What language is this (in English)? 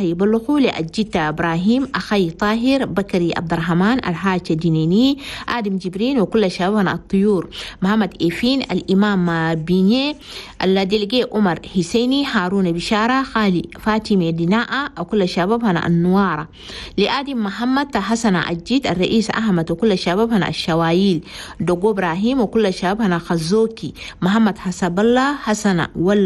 Chadian Arabic